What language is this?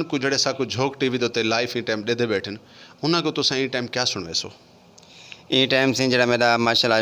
Saraiki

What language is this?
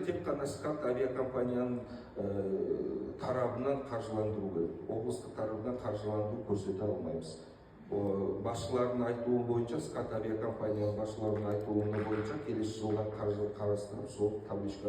Kazakh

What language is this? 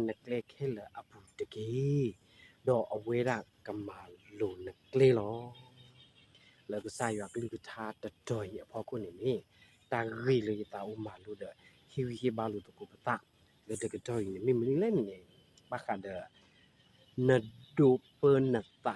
S'gaw Karen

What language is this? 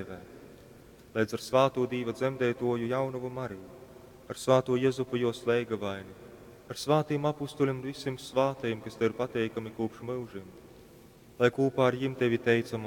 Latgalian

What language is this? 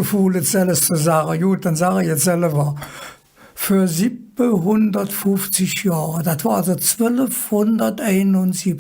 Colognian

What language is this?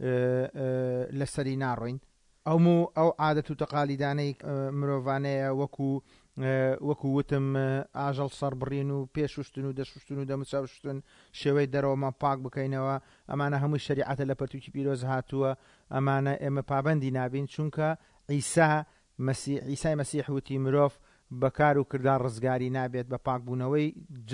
Central Kurdish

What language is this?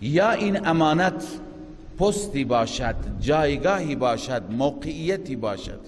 Persian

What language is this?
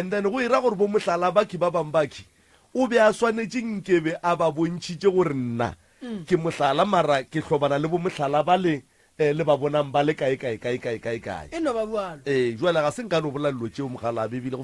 Northern Sotho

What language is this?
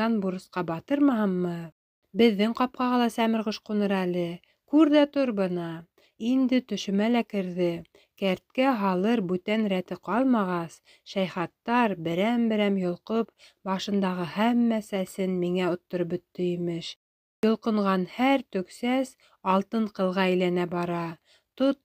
Bashkir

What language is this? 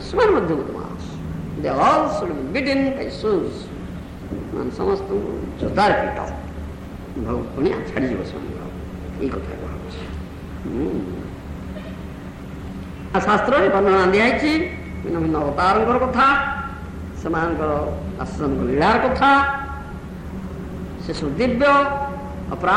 Odia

